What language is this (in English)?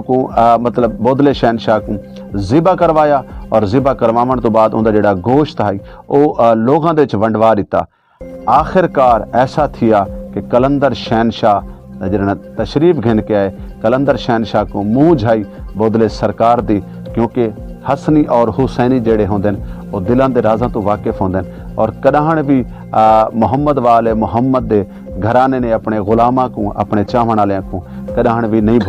Saraiki